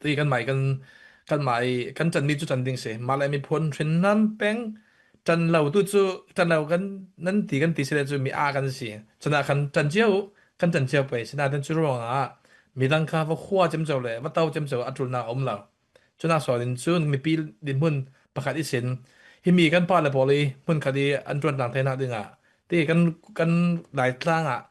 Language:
Falam Chin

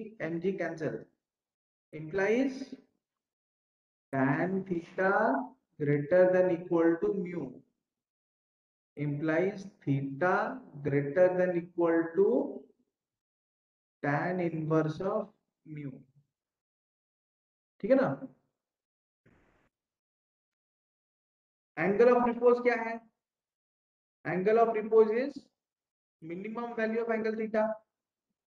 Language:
Hindi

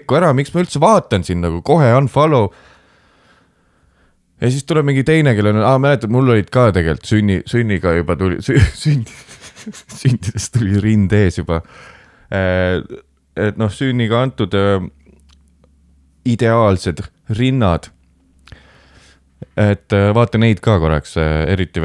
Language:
Estonian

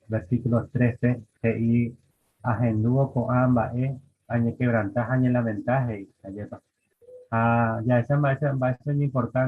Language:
Guarani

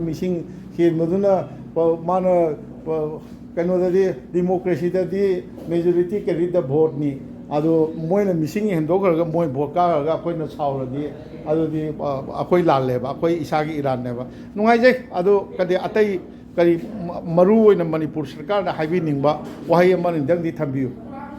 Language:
Manipuri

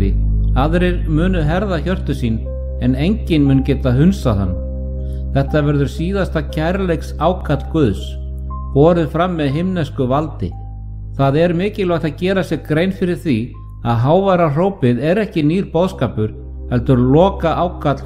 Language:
Icelandic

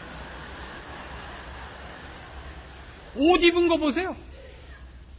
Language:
Korean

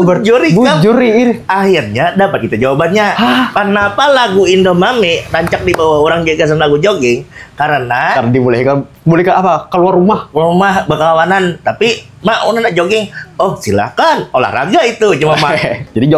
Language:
Banjar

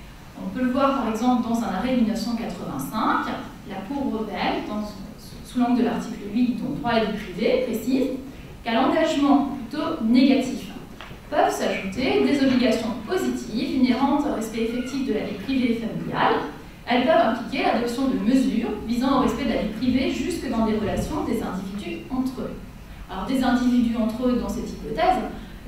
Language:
French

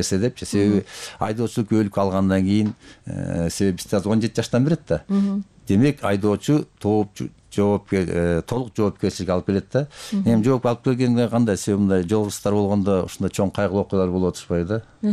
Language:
Kyrgyz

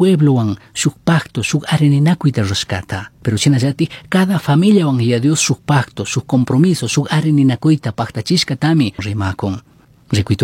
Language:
Chimborazo Highland Quichua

